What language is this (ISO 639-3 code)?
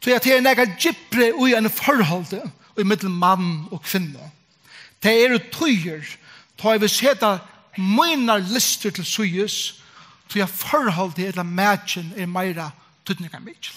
fao